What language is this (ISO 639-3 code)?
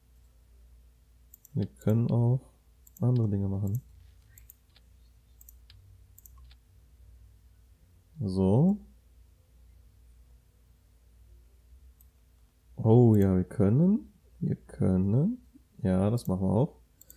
deu